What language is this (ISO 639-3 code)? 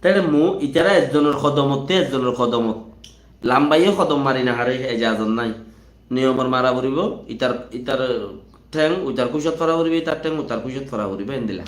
rhg